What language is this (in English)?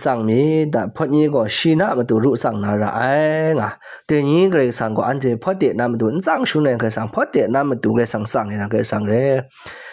Kachin